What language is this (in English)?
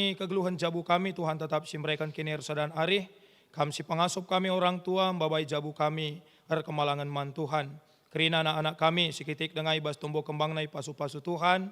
Batak Karo